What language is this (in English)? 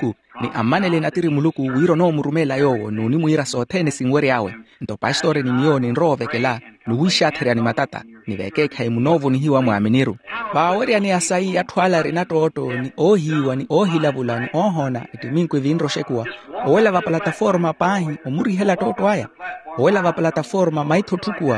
Makhuwa